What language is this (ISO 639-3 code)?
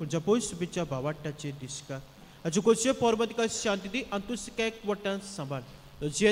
kok